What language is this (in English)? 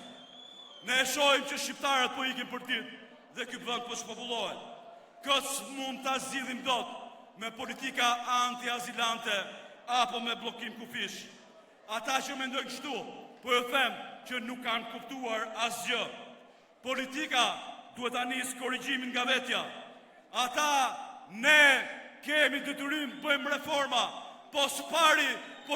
Albanian